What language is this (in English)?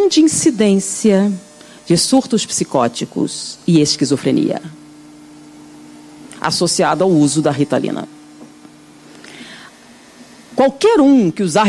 Portuguese